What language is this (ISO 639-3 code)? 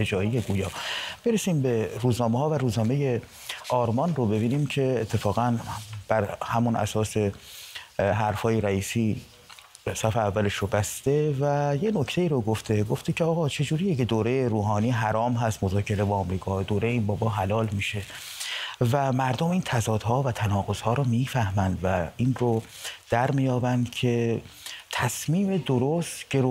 fas